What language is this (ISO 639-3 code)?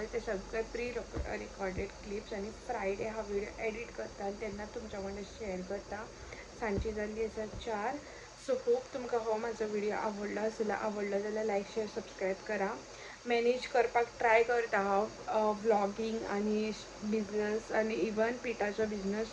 kok